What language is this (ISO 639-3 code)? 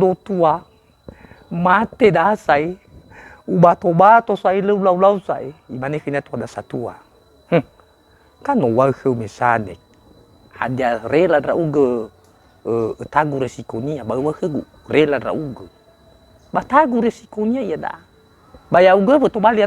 nia